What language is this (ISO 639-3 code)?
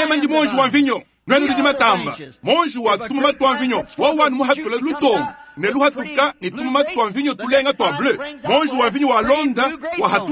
lua